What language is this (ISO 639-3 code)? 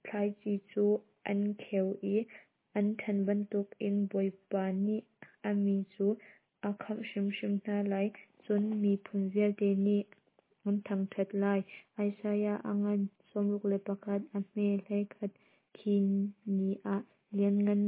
cnh